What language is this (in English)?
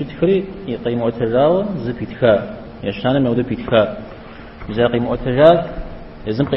Kabardian